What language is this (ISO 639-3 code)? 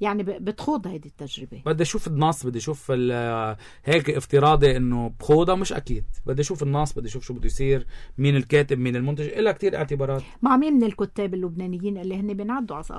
apc